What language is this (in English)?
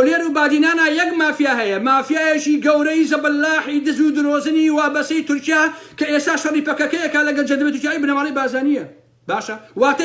Central Kurdish